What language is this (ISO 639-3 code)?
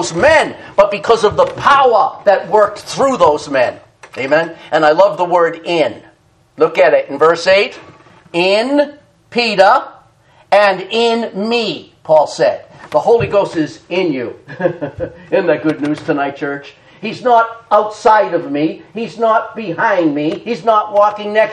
eng